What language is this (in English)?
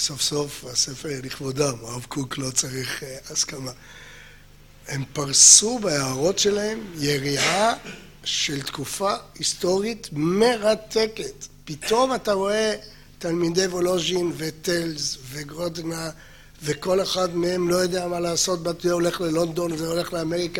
Hebrew